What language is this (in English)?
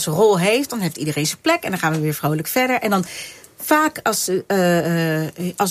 Dutch